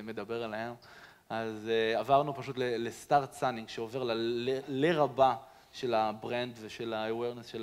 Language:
Hebrew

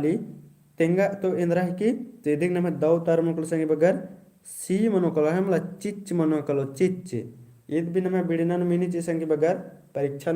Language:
Kurukh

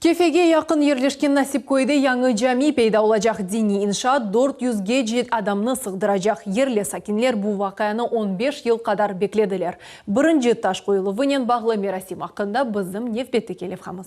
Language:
Crimean Tatar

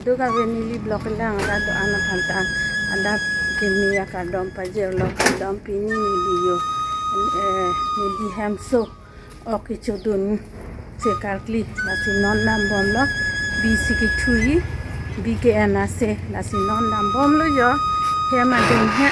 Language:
Karbi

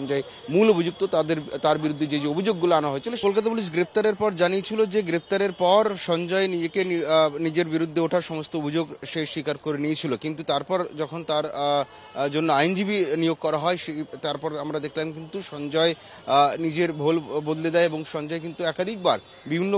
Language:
Bangla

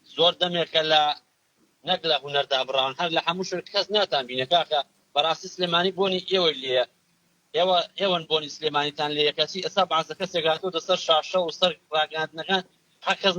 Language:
Central Kurdish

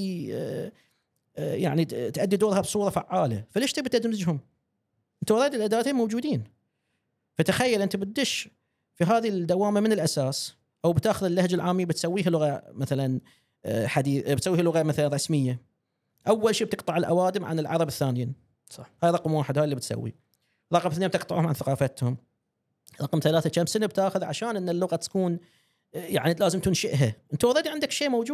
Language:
Gulf Arabic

